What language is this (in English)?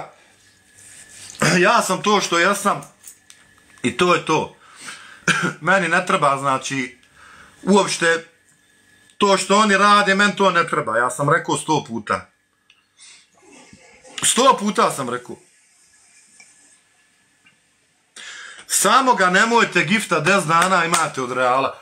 Bosnian